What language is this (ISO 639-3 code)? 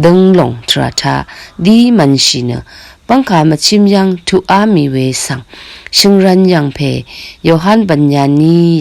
raw